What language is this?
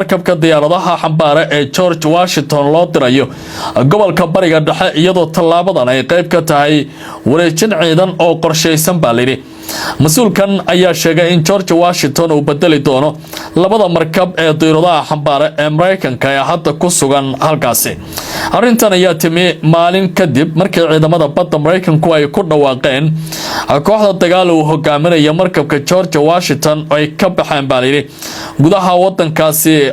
Somali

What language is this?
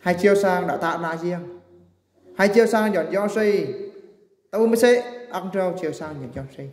Eastern Bru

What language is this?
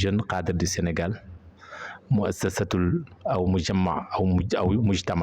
Wolof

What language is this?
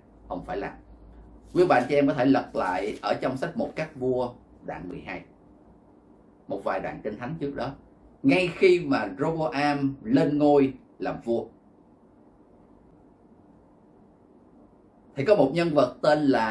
Vietnamese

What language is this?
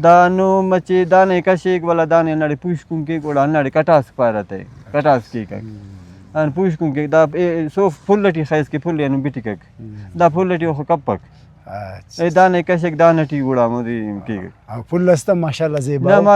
Brahui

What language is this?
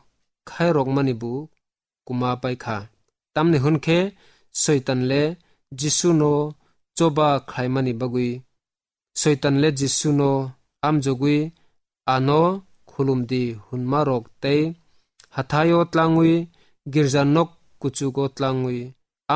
Kok Borok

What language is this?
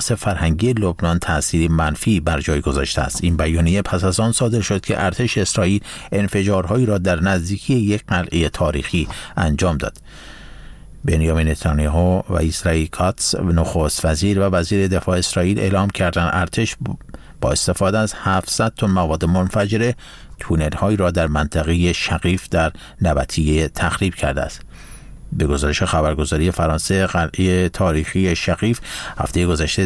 Persian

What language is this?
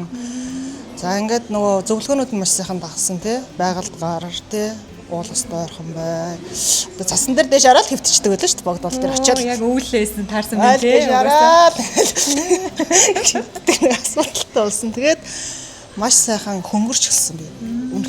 Mongolian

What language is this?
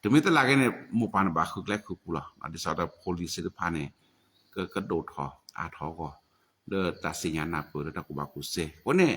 S'gaw Karen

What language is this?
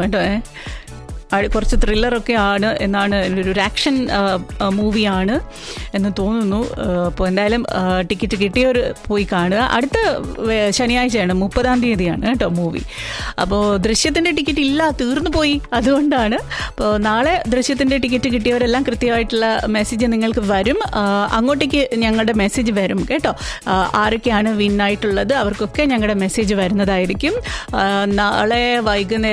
Malayalam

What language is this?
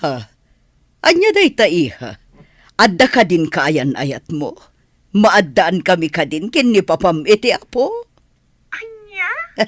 Iloko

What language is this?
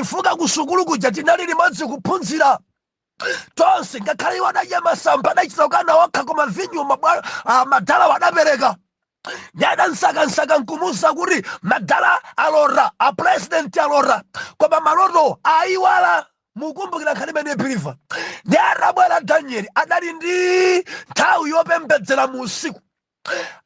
Nyanja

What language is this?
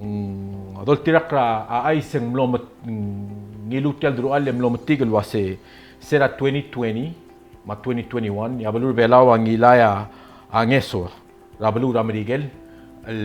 Palauan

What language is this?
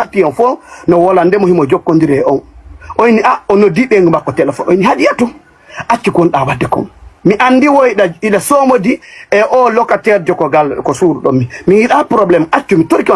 Fula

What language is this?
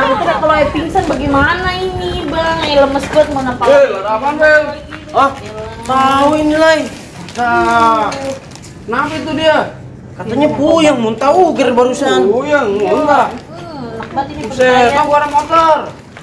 Betawi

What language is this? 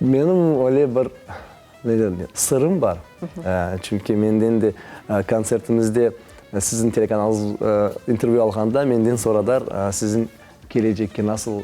Crimean Tatar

